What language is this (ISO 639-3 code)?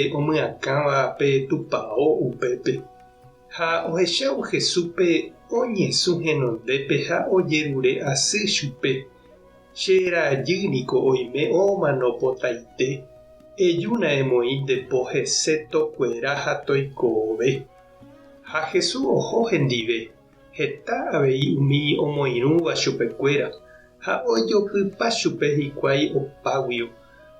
grn